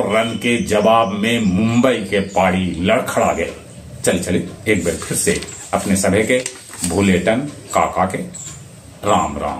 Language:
Magahi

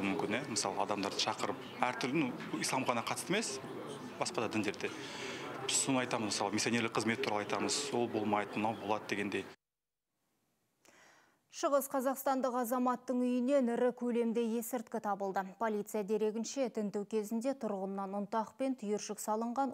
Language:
Kazakh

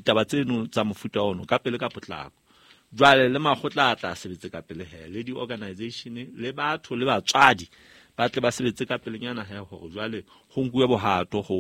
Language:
Southern Sotho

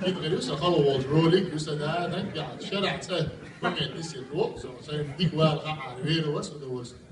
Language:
Chechen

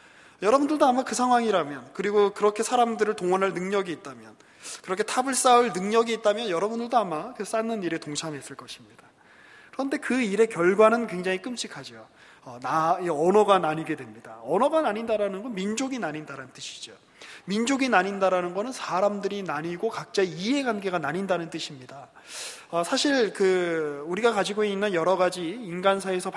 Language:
Korean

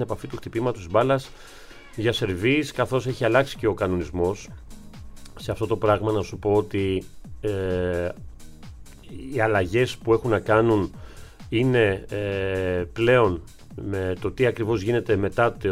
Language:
Greek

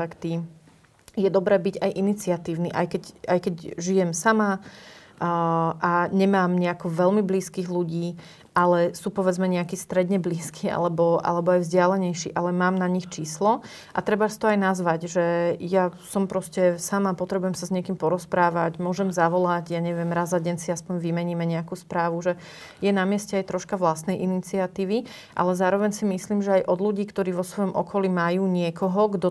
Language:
Slovak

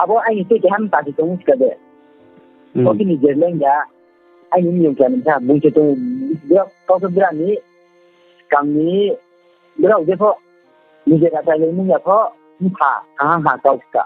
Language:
Riang (India)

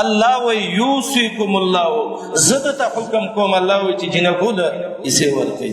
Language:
Pashto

